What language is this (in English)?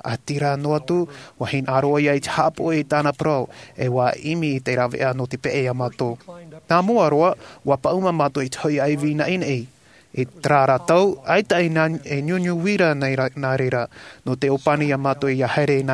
Tahitian